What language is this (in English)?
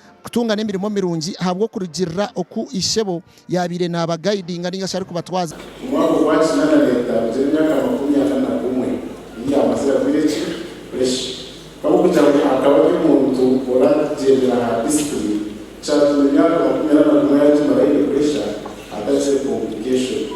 Nyankole